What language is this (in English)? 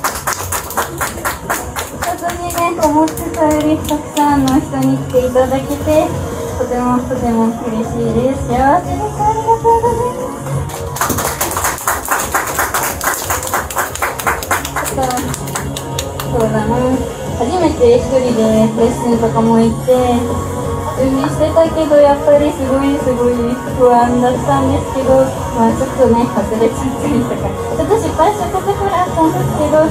Japanese